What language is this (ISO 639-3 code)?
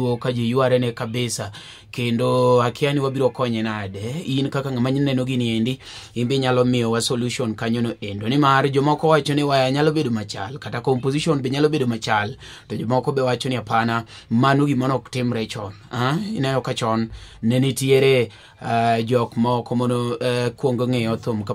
luo